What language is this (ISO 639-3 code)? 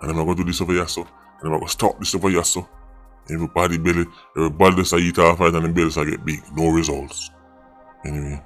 jam